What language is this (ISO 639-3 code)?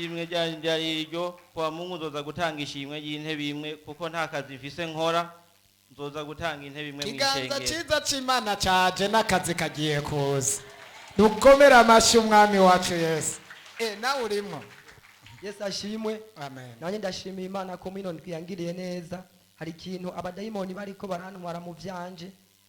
run